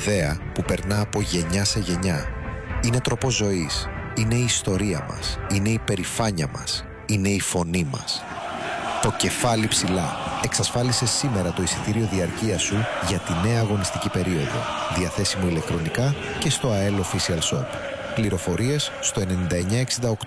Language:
Greek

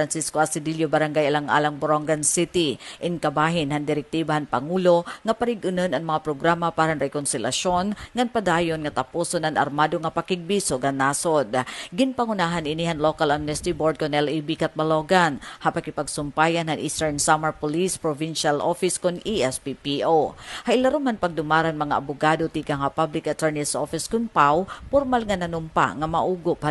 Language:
Waray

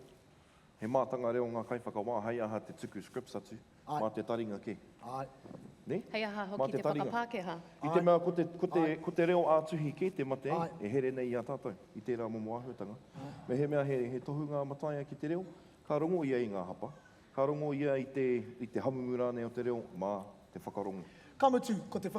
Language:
Māori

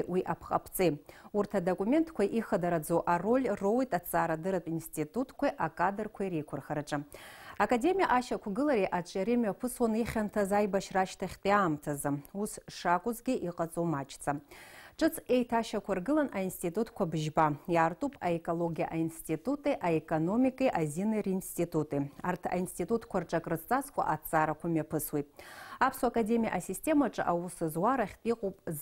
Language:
Abkhazian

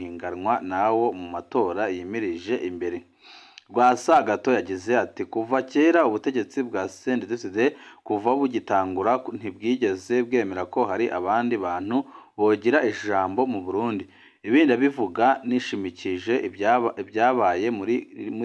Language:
Rundi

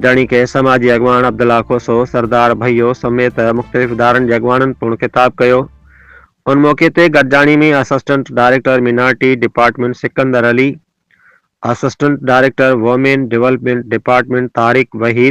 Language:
Sindhi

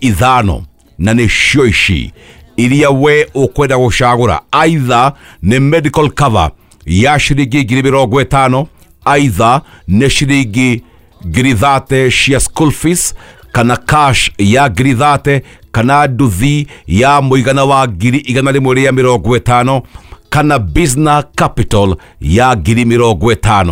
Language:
Kikuyu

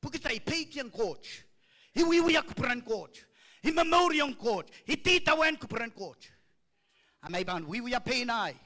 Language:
Pohnpeian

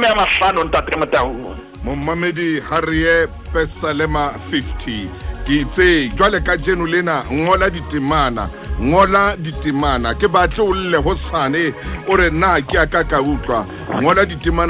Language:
Southern Sotho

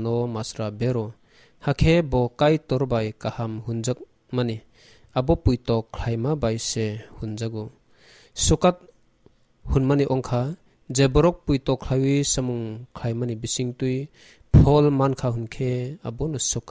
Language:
Kok Borok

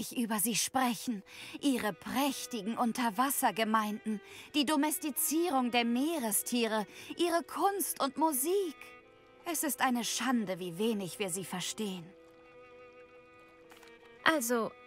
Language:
German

